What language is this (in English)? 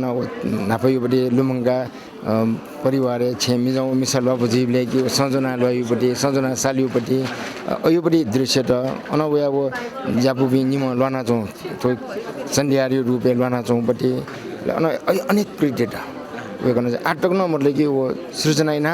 Newari